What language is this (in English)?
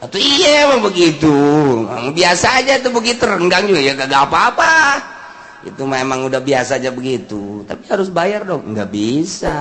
Sundanese